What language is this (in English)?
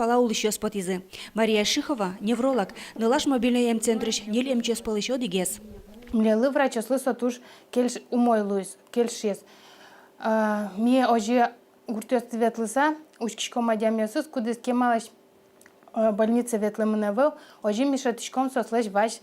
Udmurt